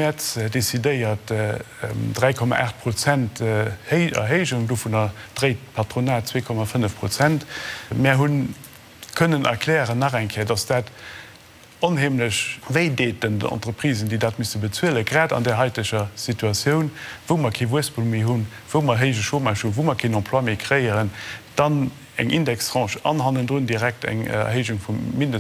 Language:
Luxembourgish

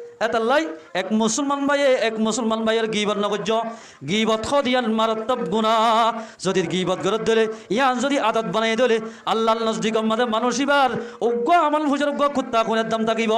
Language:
Rohingya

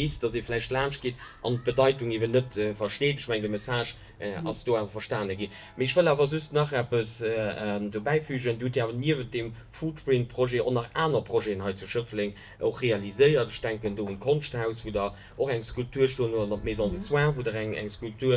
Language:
Luxembourgish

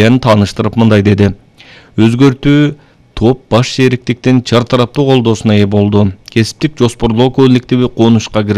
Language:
Kyrgyz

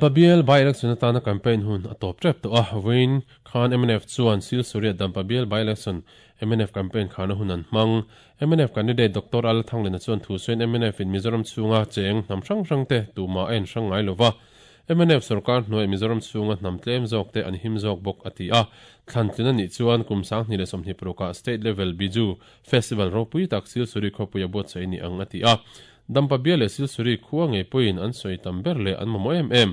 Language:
Mizo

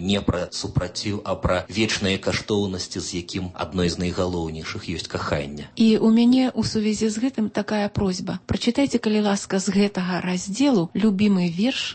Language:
Belarusian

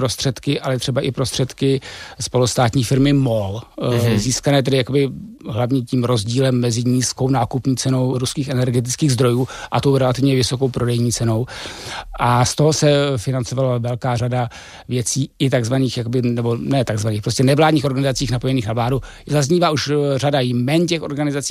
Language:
Czech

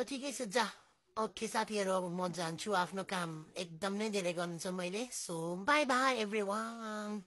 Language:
Nepali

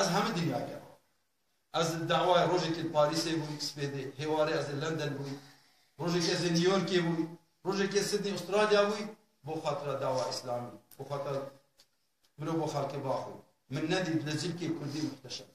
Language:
Kurdish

